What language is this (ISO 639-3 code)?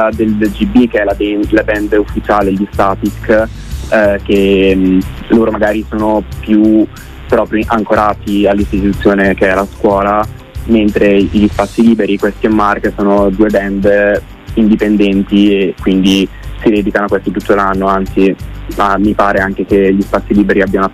ita